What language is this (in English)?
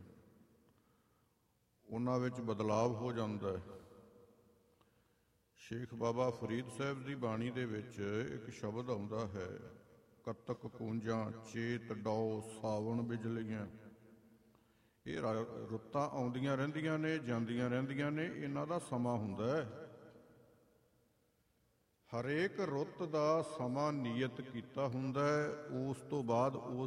Punjabi